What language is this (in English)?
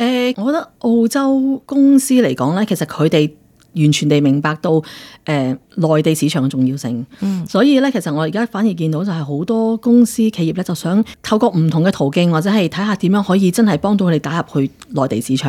Cantonese